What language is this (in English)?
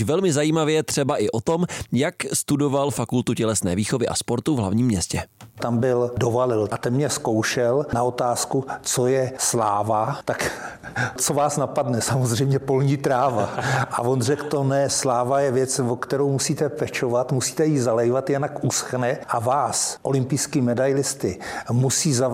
Czech